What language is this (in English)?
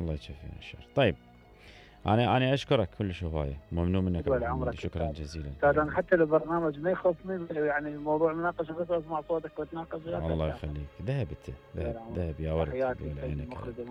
Mesopotamian Arabic